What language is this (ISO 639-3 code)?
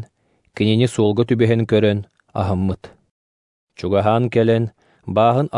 sah